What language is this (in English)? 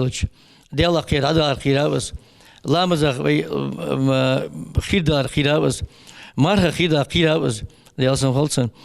Ingush